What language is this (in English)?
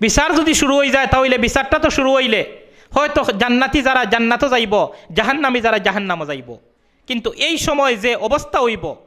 Sylheti